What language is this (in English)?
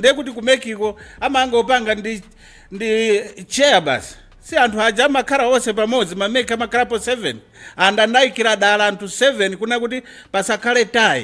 Nyanja